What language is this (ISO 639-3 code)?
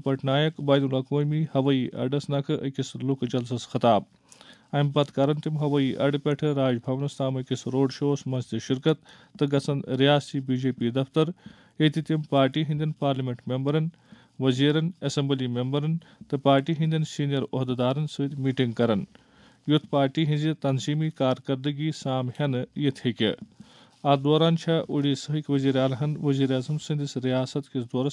kas